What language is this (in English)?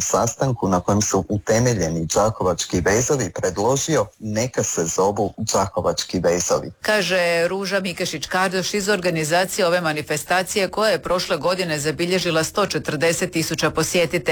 Croatian